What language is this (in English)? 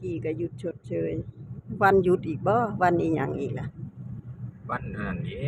Northeastern Thai